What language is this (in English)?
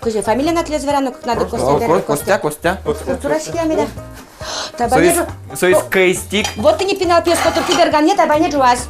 Udmurt